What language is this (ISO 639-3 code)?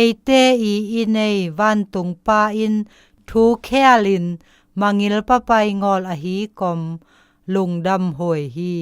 zom